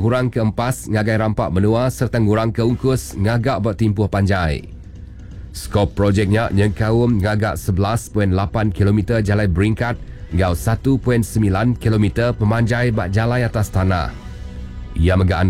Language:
Iban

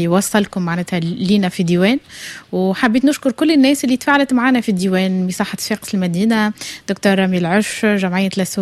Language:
Tunisian Arabic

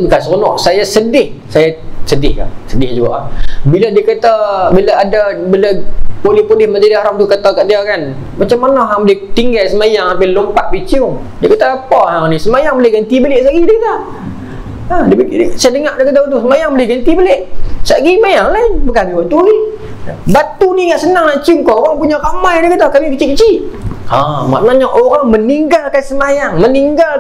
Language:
Malay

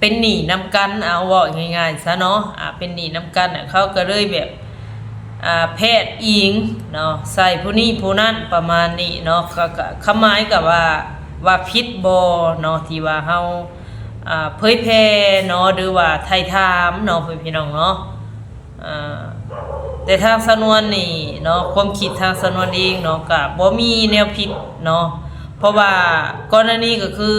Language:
Northeastern Thai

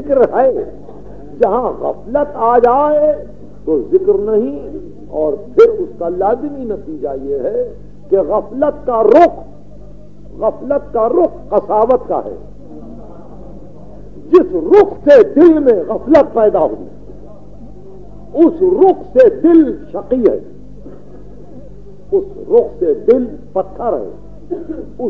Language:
Urdu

